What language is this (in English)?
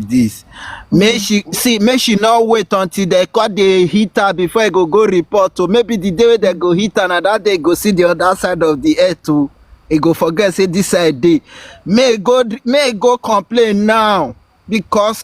Nigerian Pidgin